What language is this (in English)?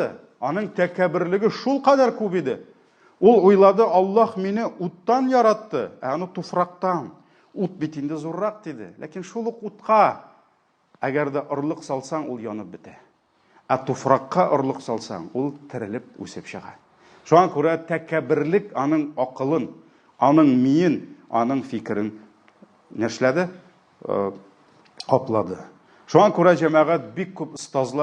Tatar